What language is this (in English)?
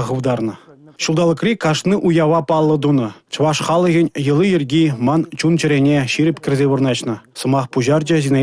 Chuvash